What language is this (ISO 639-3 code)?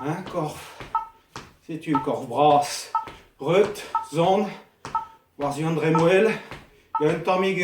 bre